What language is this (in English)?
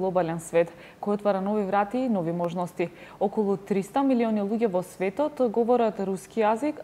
Macedonian